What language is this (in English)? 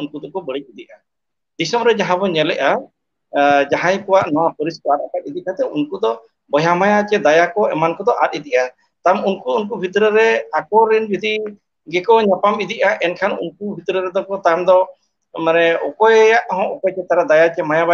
Santali